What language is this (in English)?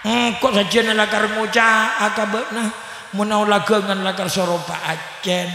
Madurese